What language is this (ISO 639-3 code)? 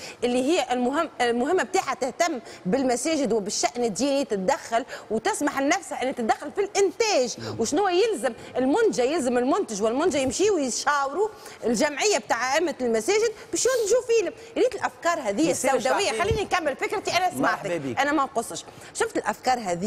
aeb